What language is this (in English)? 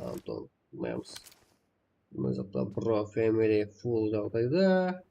Kara-Kalpak